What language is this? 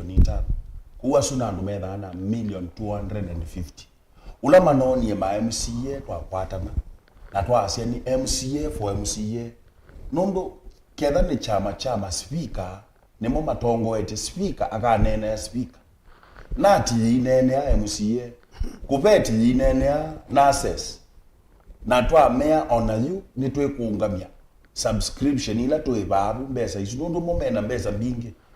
Kamba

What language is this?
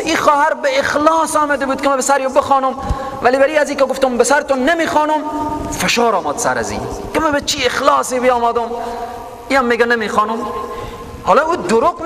Persian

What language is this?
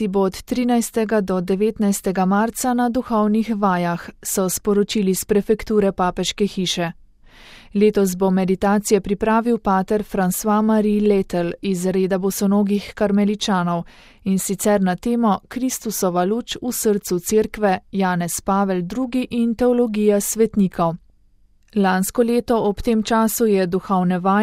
Slovenian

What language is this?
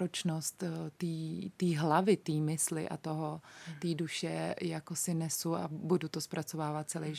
Czech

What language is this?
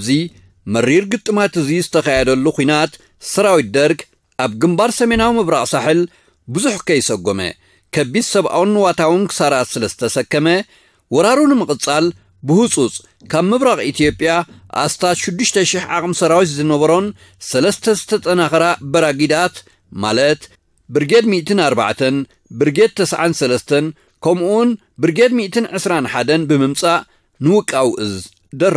Tigrinya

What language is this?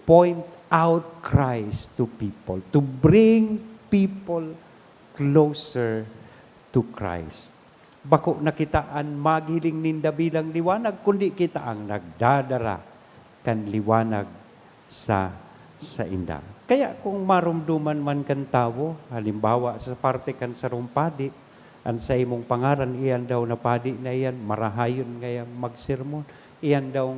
Bikol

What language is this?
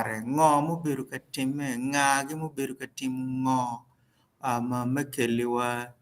Acoli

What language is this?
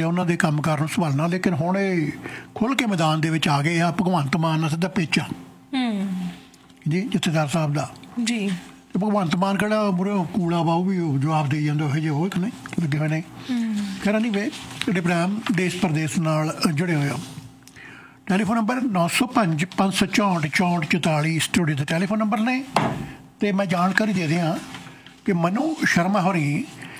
Punjabi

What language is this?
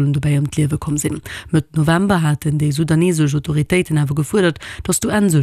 Luxembourgish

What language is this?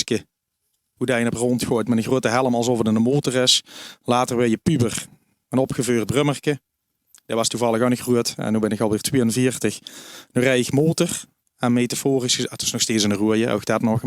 Limburgish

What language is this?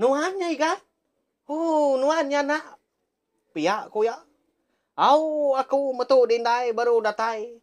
Iban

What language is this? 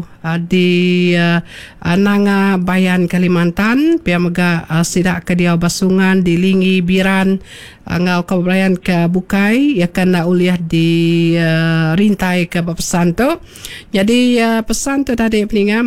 Iban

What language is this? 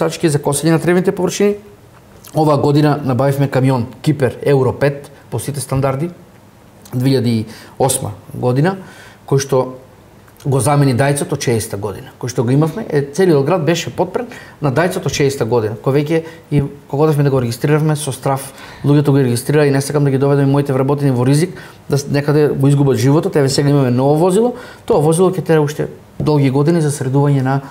Macedonian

